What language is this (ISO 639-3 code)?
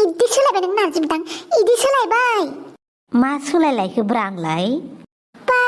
brx